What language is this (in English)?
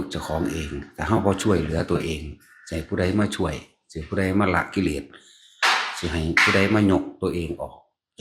Northeastern Thai